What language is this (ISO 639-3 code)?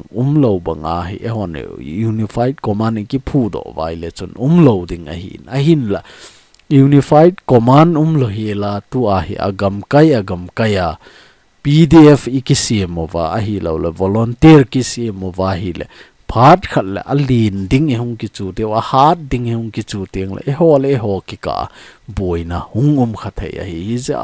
tcz